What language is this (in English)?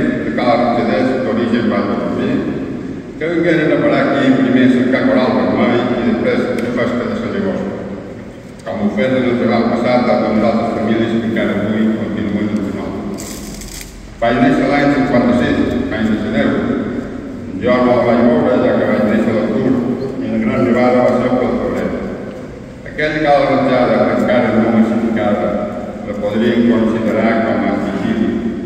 Catalan